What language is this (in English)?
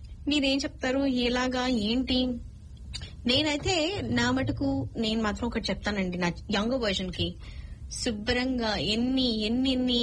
Telugu